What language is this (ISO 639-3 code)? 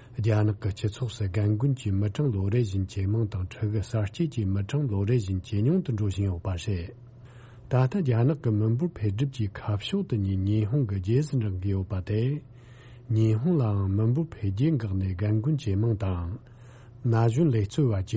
bod